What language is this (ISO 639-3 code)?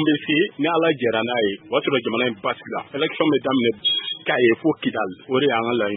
bam